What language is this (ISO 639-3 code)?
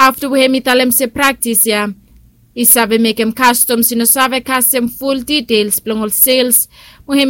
bis